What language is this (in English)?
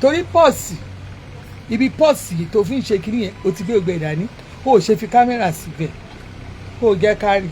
Yoruba